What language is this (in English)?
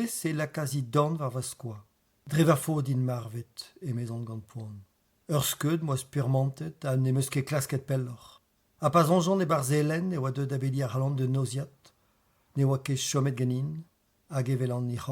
Breton